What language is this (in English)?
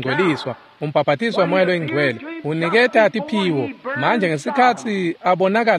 Swati